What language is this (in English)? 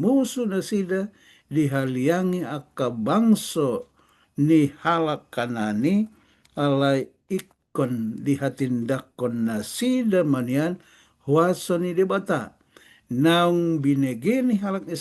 Batak Toba